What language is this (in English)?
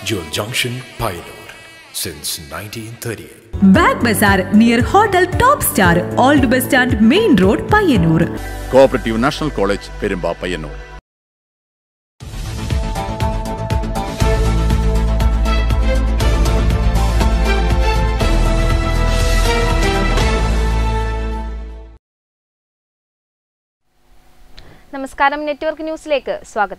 Malayalam